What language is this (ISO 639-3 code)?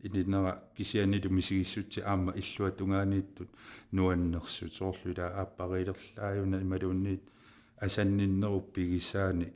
kal